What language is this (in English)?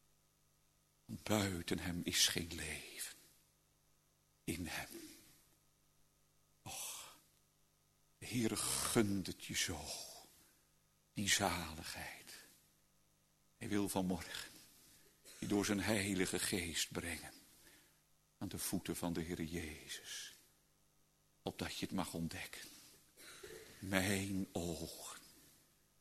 Dutch